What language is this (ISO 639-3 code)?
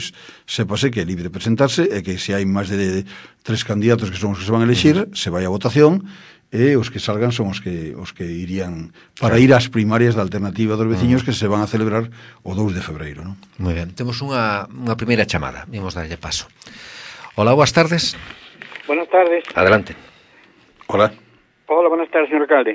glg